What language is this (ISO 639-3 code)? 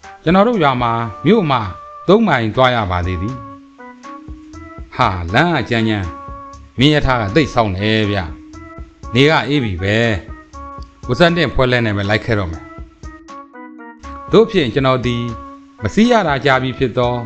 mya